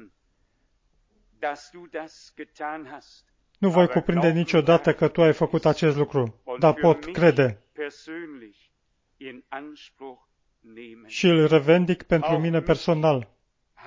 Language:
Romanian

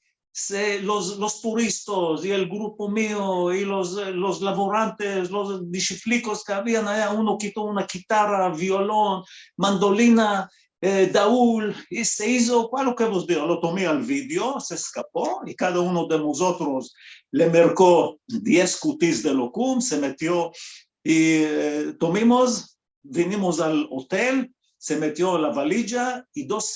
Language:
Ladino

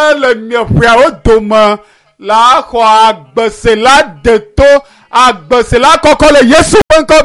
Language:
Ewe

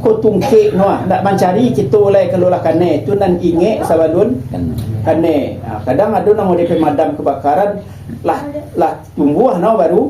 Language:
Minangkabau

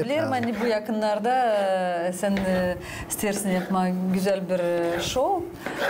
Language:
Gagauz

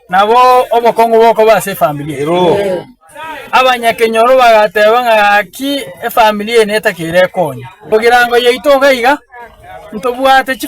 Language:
Gusii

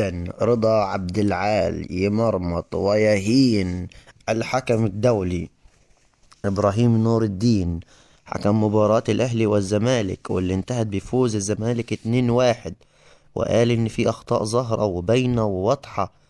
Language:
Egyptian Arabic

